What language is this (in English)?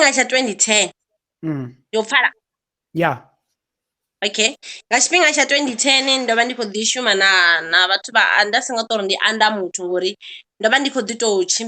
Venda